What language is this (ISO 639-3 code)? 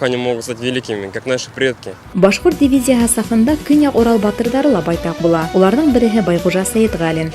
bak